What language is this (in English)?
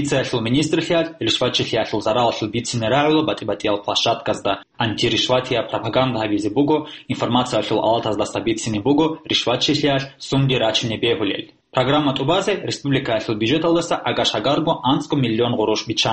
Avaric